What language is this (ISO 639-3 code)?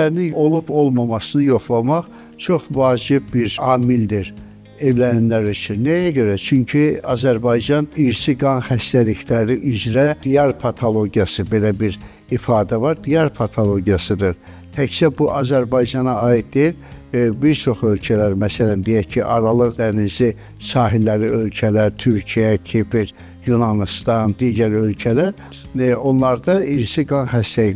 aze